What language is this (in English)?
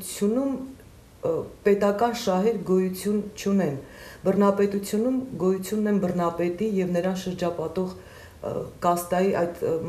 Armenian